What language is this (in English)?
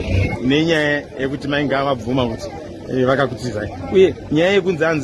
Shona